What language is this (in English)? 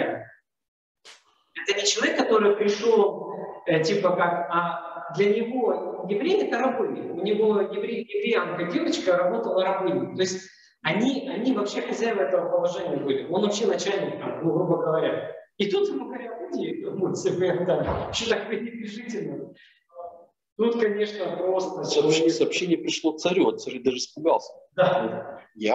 Russian